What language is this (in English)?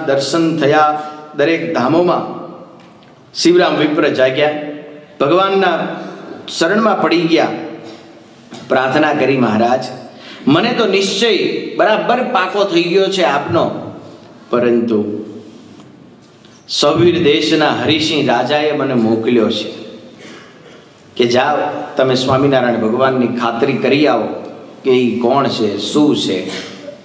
Gujarati